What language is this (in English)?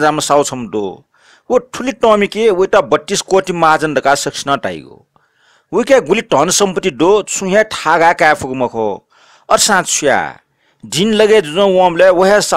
Newari